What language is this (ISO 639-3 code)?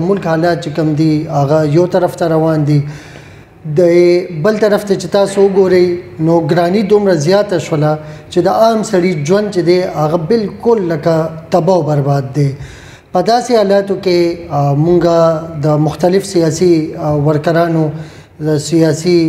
pus